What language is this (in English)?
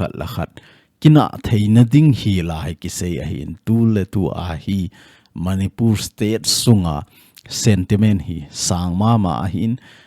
Thado Chin